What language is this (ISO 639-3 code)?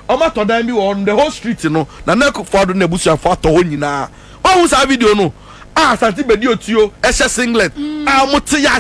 aka